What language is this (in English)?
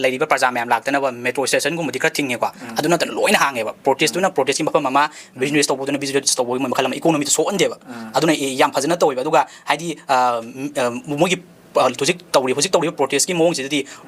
Manipuri